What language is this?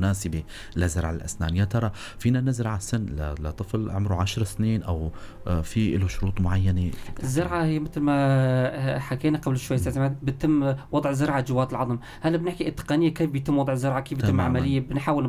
North Levantine Arabic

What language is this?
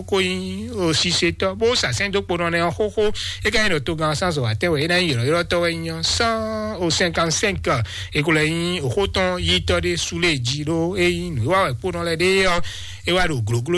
Fon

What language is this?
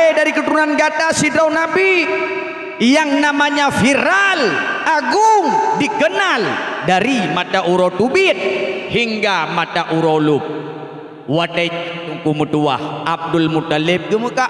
Achinese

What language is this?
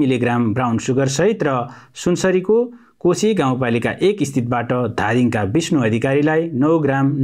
Nepali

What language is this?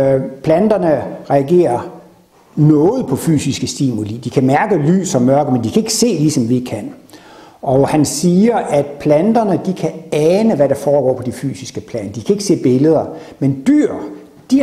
Danish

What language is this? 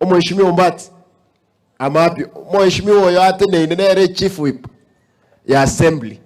Gusii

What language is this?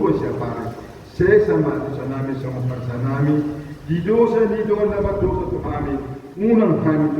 Batak Toba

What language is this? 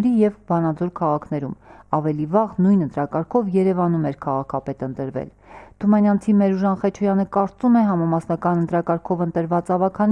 Armenian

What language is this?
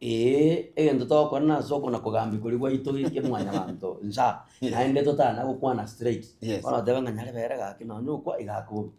Gusii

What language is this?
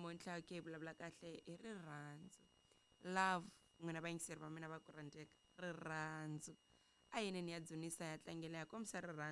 Tsonga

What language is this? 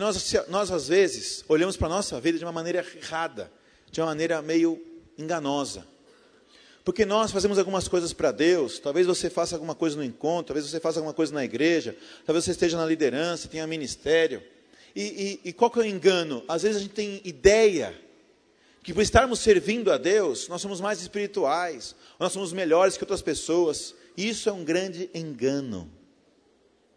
Portuguese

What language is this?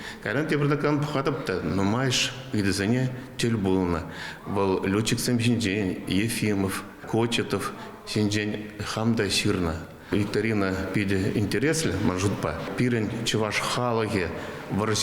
Chuvash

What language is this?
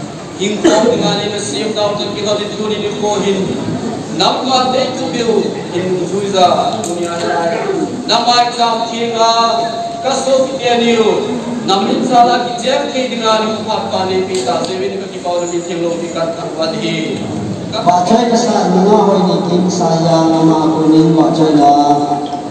Malay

